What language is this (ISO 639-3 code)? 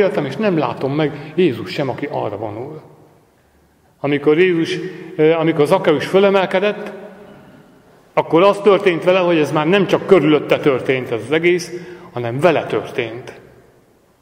hun